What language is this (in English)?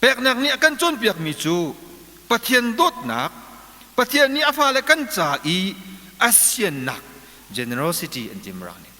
Hakha Chin